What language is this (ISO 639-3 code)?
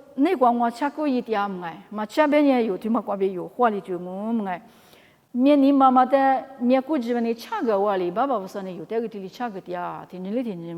lis